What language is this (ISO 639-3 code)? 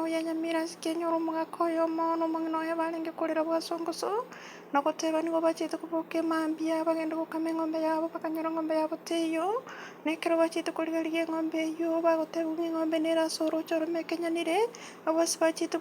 guz